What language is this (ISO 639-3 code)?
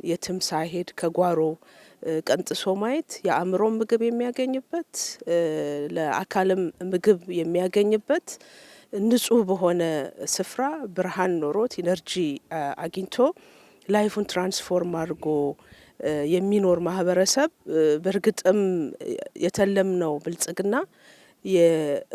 amh